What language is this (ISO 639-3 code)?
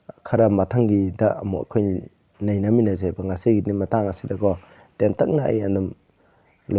mni